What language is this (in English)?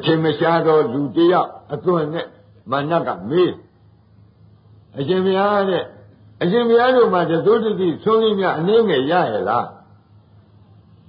Burmese